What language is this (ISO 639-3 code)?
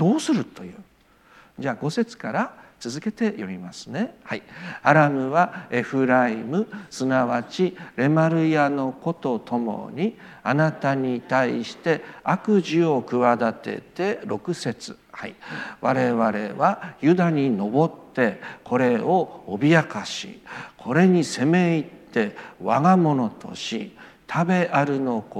jpn